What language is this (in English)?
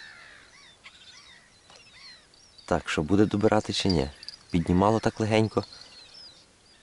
Ukrainian